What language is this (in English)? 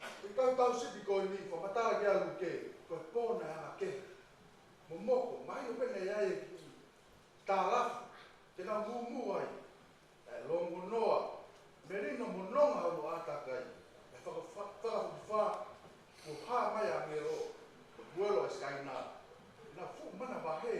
Tongan